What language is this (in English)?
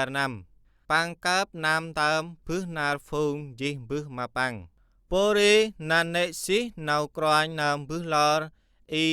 Central Mnong